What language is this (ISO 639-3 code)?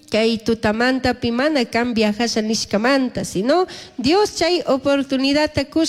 qug